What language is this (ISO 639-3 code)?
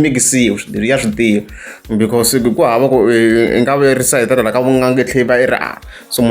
tso